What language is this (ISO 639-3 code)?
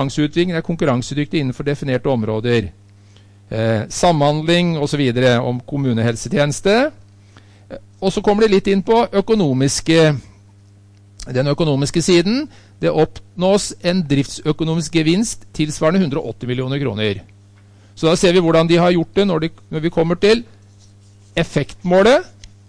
nor